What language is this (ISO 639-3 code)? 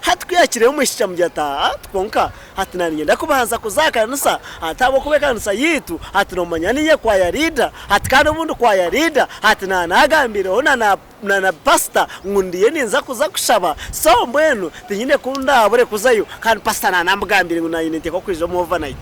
nyn